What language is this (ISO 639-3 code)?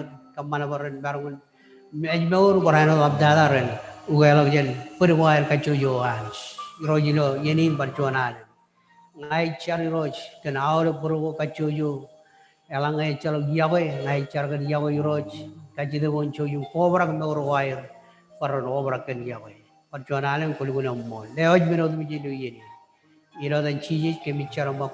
mah